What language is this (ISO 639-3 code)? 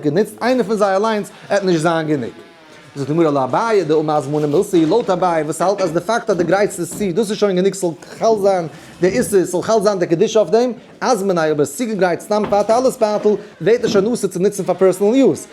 yid